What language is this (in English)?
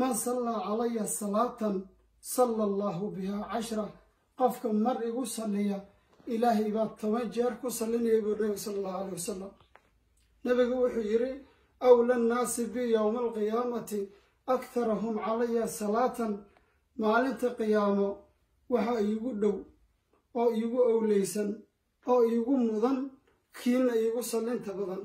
Somali